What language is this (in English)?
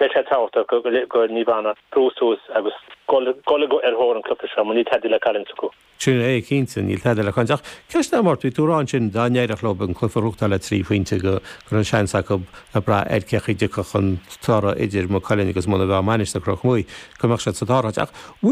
Irish